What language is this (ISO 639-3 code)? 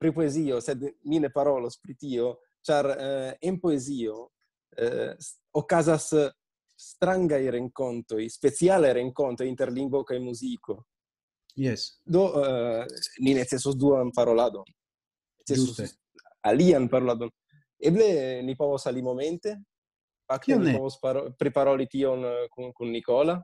epo